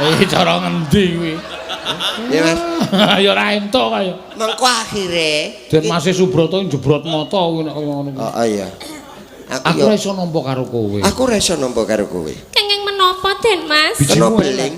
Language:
Javanese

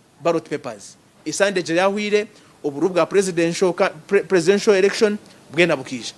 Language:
Nyankole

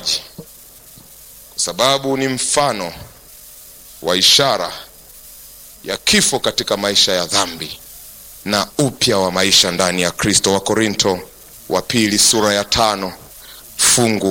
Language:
Swahili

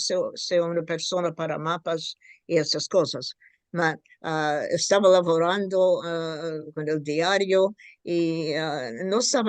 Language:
Ladino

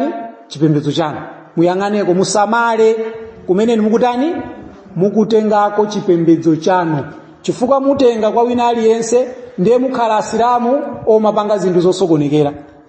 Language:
Nyanja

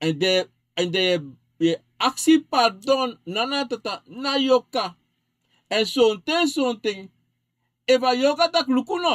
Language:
Sranan Tongo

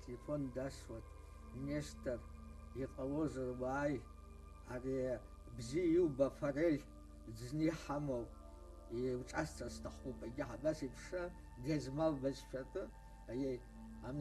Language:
Abkhazian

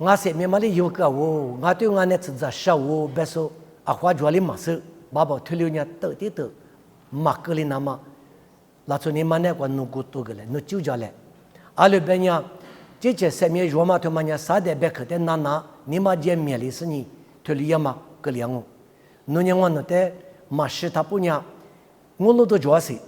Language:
Lisu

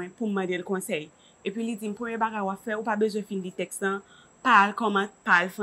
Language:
Haitian Creole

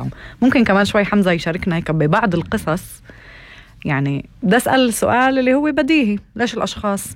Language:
North Levantine Arabic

